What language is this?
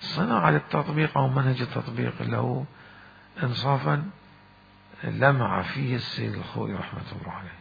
Mesopotamian Arabic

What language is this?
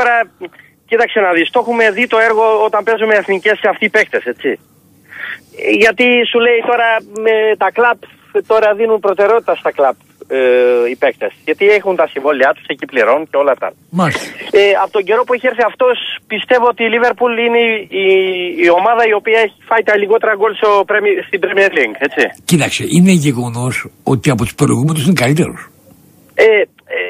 Greek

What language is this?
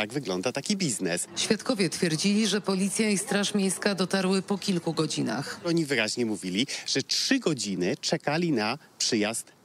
Polish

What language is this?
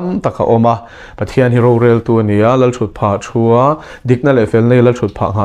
Mizo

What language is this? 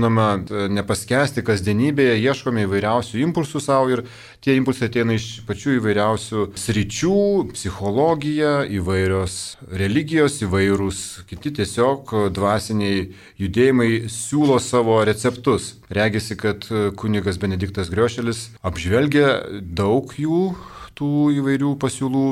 Lithuanian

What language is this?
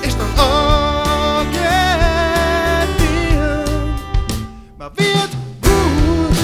Western Frisian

